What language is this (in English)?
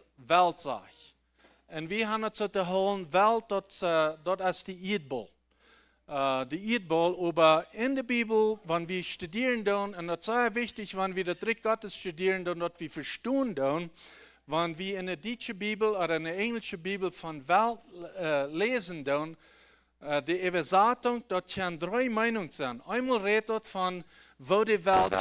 Plautdietsch